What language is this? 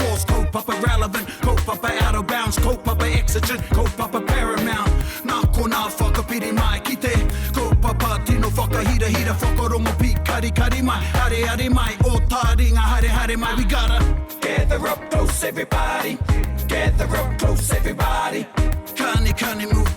Māori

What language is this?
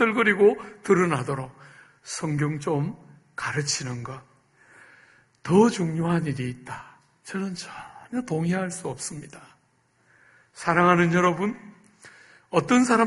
Korean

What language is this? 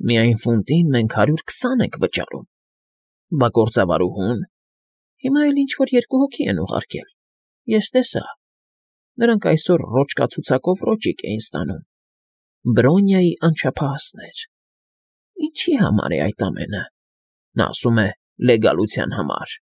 Armenian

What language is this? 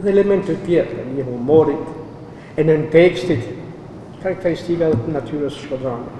Albanian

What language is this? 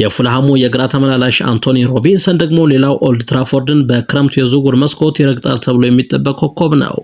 Amharic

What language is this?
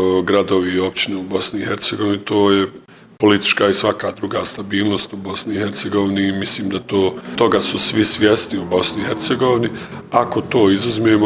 Bosnian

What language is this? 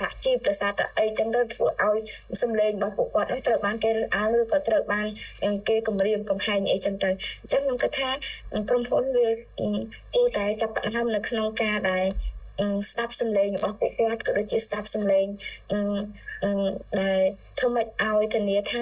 Khmer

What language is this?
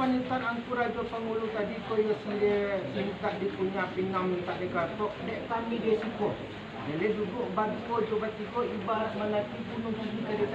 Minangkabau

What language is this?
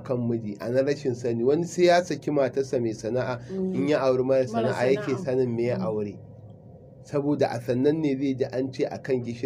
Hausa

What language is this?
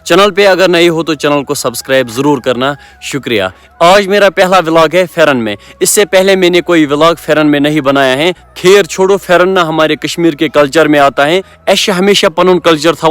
Kashmiri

